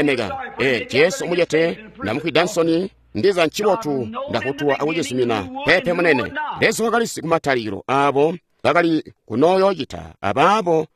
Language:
Tonga (Zambia)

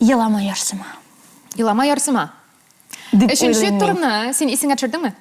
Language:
Tatar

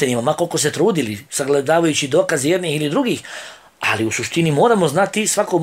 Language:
Bosnian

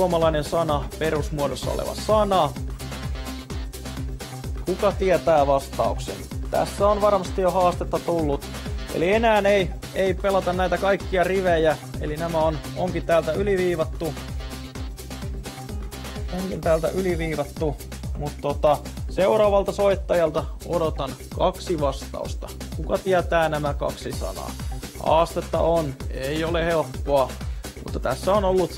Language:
Finnish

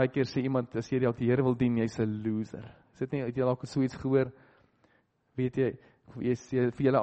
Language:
Afrikaans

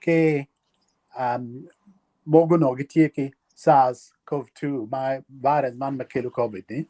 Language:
Acoli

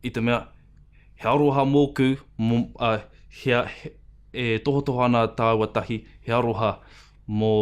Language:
Māori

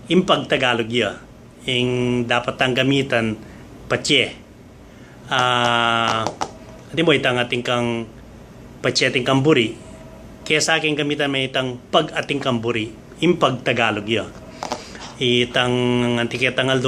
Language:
Pampanga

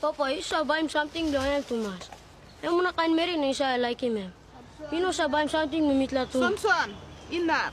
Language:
Tok Pisin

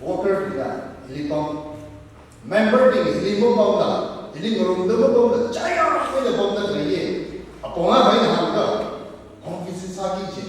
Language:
Tangkhul Naga (India)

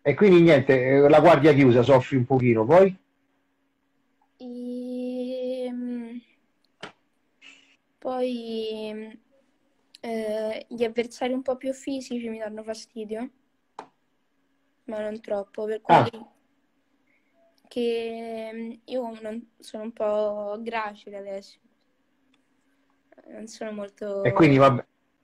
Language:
Italian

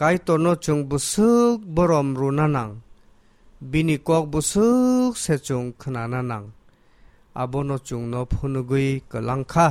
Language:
Kok Borok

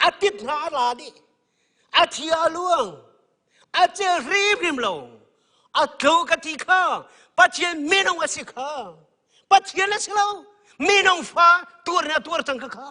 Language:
Hakha Chin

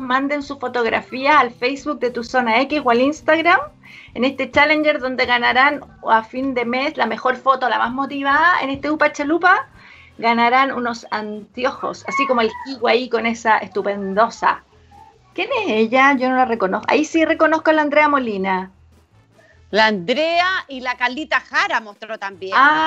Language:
Spanish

